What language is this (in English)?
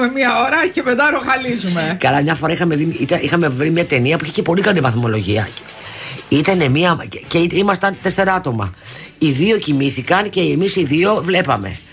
Greek